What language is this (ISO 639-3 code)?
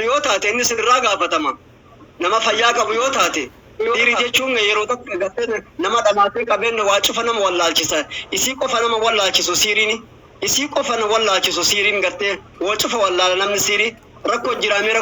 orm